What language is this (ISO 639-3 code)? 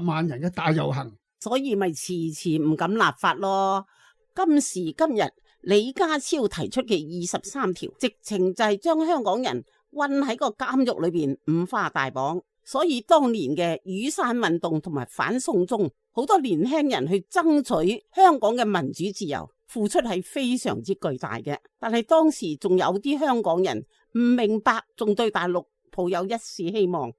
yue